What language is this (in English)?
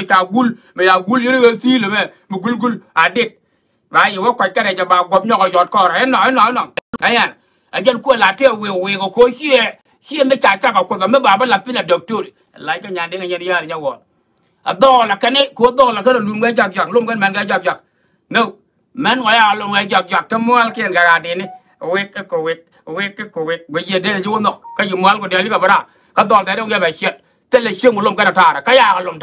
Nuer